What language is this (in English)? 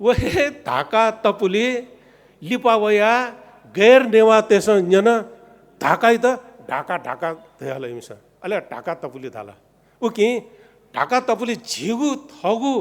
Newari